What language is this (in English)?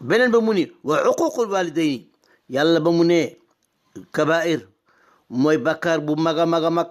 Wolof